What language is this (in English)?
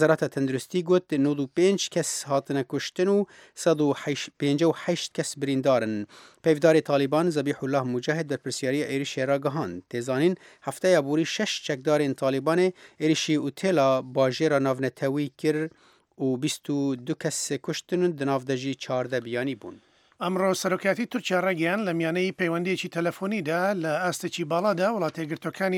Central Kurdish